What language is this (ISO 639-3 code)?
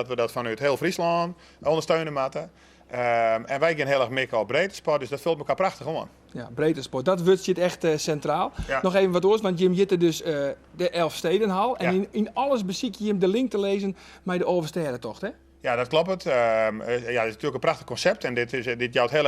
fry